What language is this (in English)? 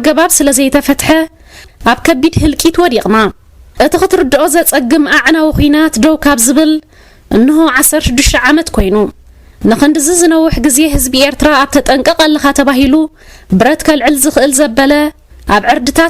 Tigrinya